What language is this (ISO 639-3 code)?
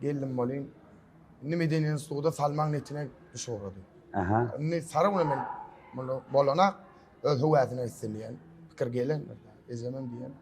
tuk